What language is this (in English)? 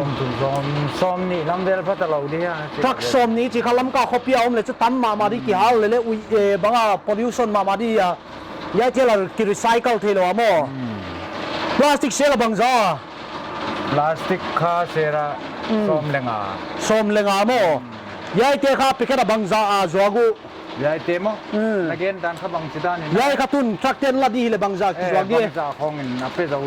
Paite Chin